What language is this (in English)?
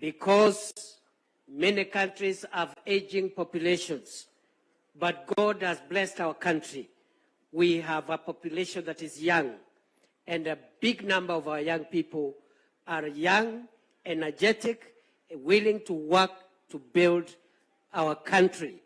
Gusii